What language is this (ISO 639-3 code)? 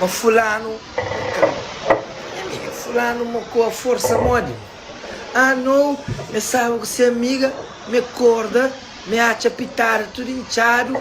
kea